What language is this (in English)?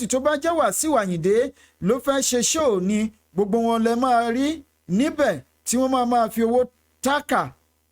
Yoruba